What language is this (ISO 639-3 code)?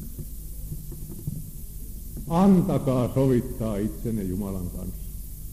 fin